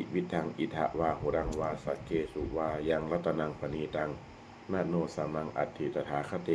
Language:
Pali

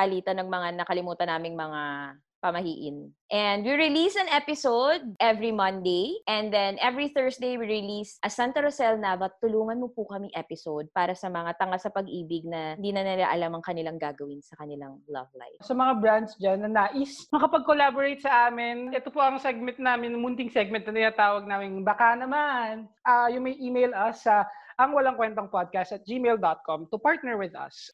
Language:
Filipino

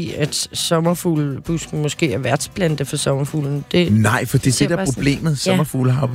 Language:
Danish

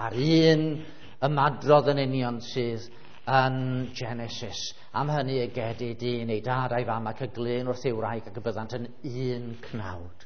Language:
Welsh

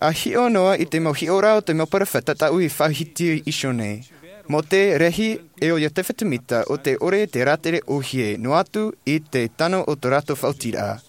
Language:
Tahitian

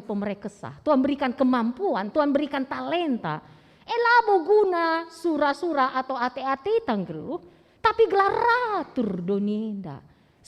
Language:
Batak Karo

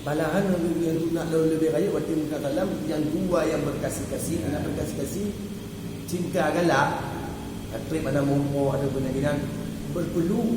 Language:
Achinese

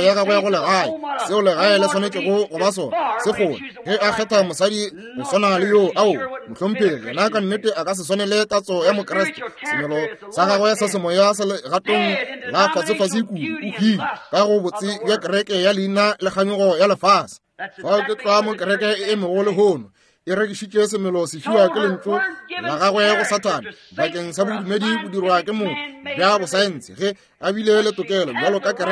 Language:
Northern Sotho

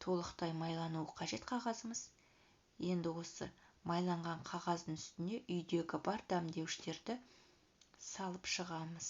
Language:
Kazakh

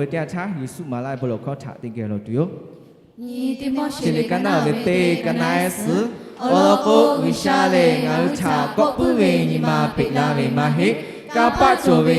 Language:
Lahu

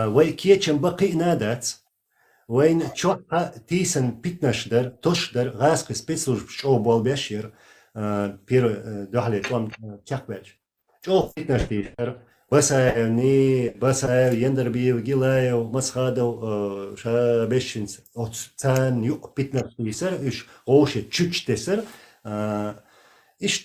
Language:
Chechen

